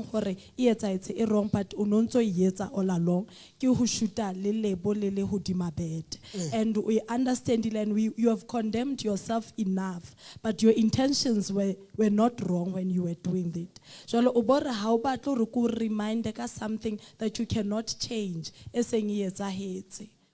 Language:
Southern Sotho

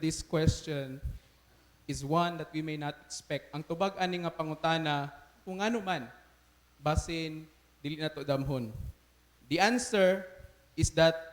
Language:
Cebuano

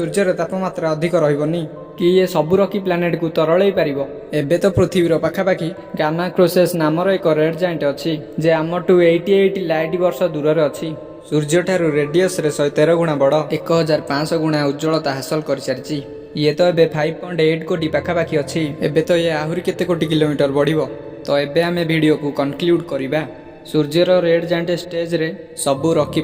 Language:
Odia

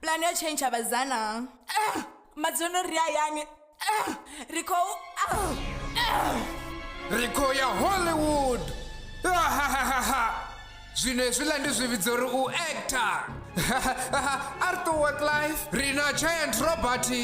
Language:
Venda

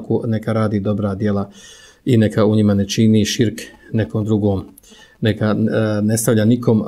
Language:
Bosnian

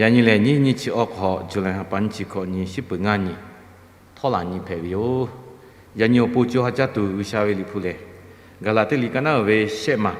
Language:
Lahu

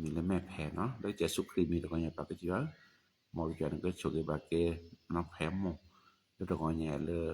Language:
S'gaw Karen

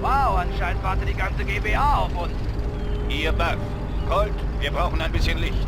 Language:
Bavarian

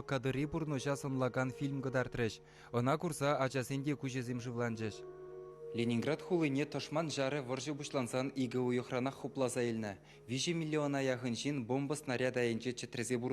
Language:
Chuvash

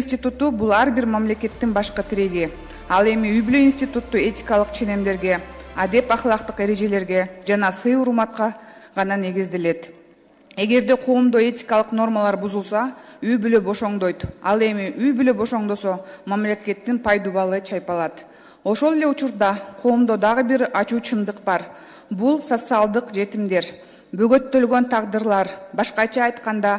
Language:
Kyrgyz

